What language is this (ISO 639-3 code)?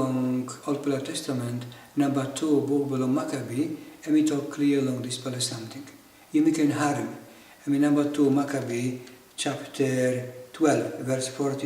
tpi